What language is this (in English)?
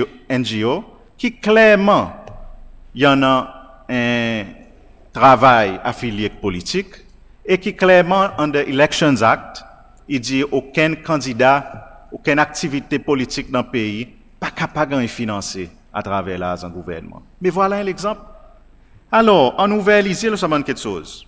Seselwa Creole French